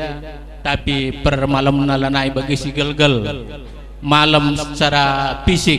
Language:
Batak Karo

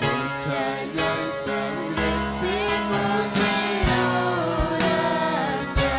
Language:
Ayacucho Quechua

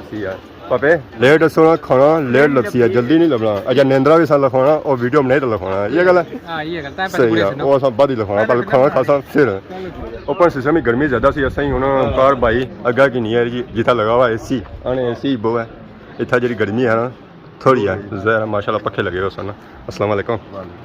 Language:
Pahari-Potwari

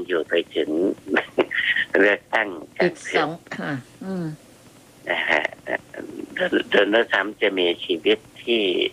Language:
Thai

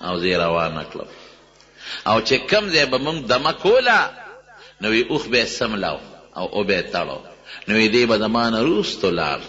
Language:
Pashto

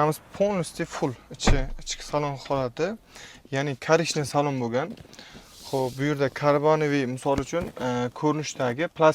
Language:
Uzbek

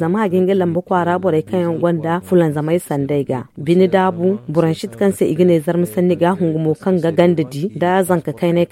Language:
Zarma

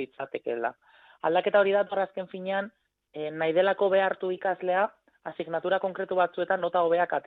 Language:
Basque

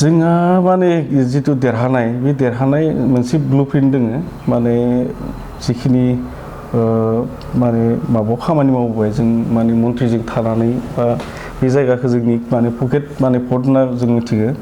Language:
Bodo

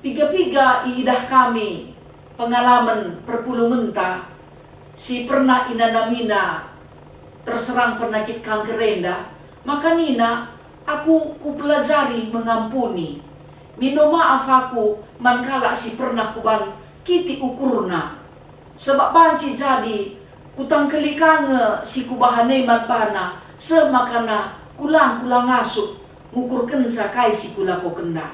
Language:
Batak Karo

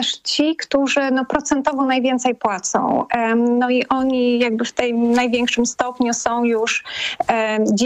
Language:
Polish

